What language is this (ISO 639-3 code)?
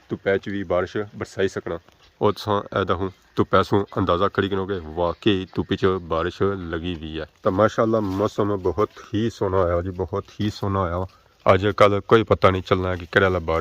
phr